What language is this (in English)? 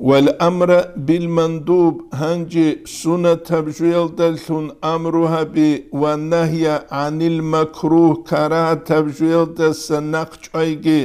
Avaric